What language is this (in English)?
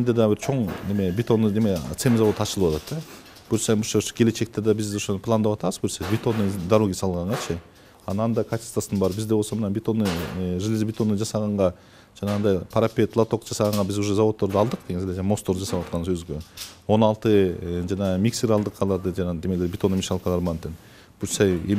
Kyrgyz